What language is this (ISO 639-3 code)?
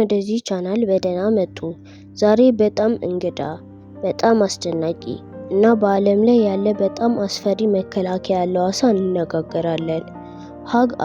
amh